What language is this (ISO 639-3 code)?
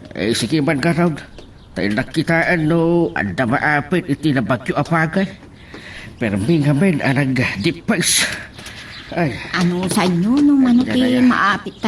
ilo